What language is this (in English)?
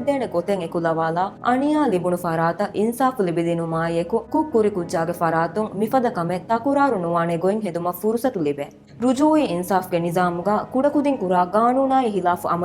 Divehi